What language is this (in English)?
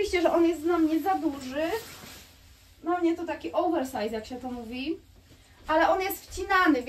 Polish